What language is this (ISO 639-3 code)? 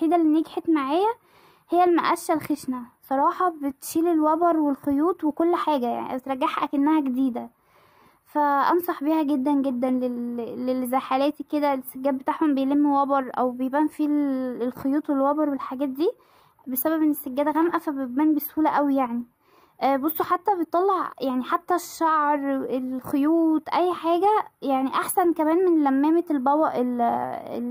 arz